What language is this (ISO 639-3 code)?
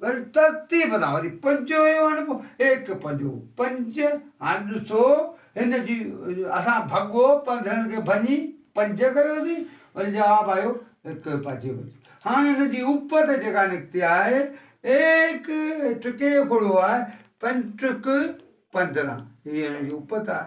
snd